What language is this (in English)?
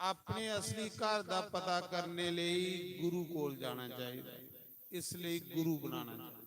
Dogri